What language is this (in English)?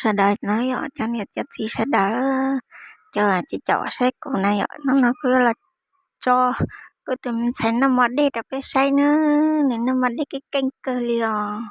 Hmong